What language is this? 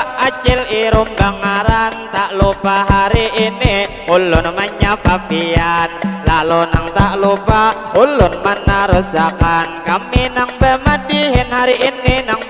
Banjar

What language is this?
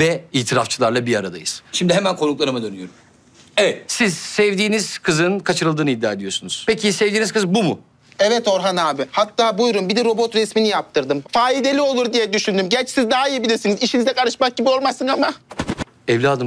Turkish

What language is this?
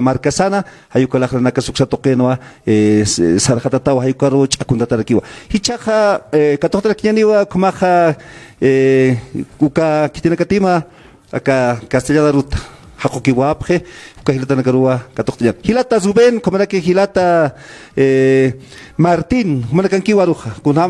Aymara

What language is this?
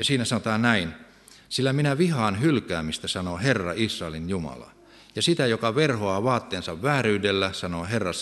Finnish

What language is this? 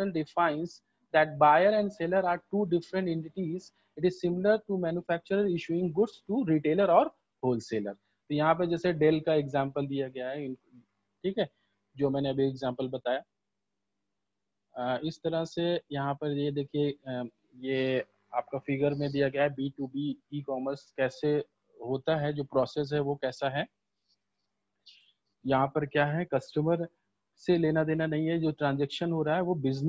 Hindi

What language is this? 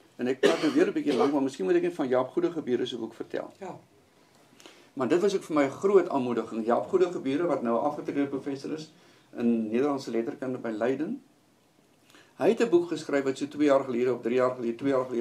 Afrikaans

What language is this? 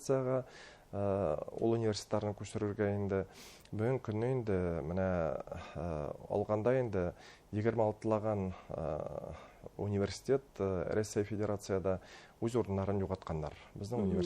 Bashkir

